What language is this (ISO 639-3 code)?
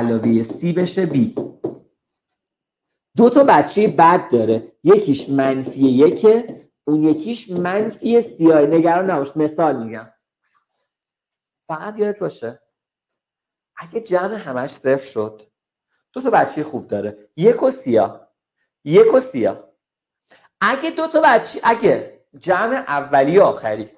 fas